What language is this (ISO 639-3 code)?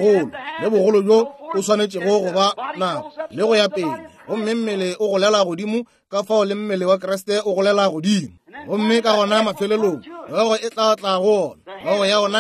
nso